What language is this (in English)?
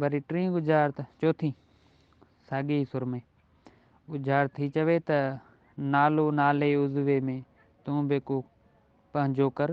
Sindhi